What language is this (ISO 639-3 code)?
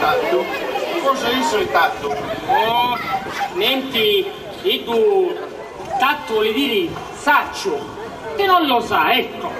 scn